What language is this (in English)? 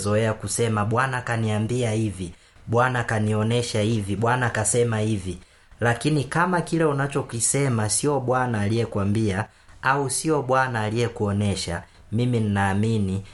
Swahili